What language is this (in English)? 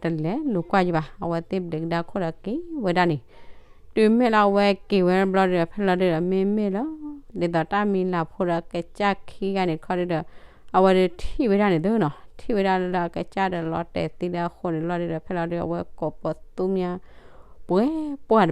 S'gaw Karen